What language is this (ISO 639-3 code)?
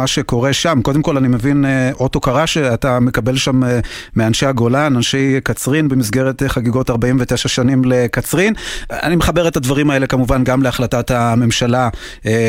heb